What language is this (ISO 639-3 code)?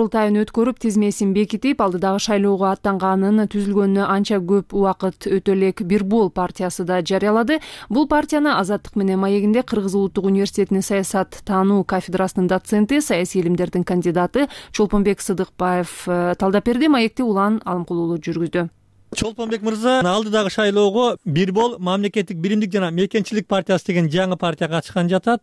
kir